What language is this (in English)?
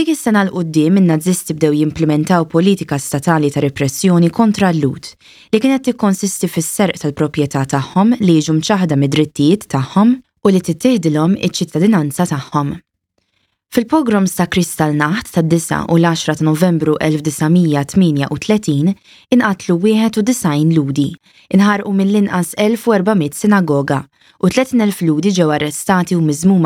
Maltese